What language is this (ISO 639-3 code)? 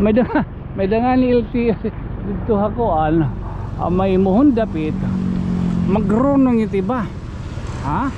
war